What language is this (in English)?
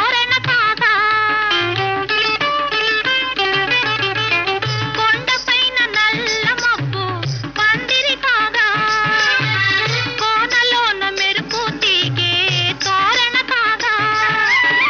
Telugu